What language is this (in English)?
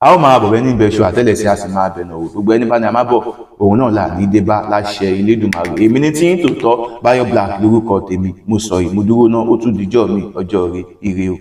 Yoruba